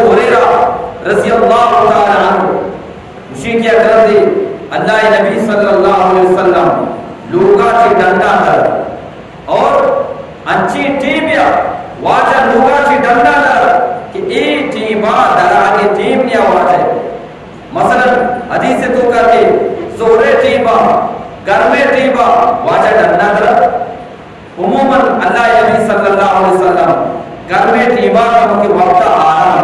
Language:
Eastern Balochi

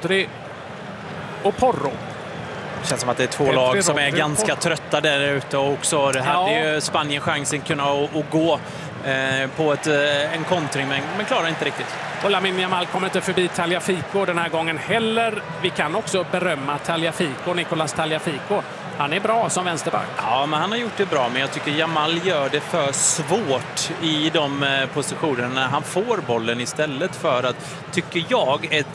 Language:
Swedish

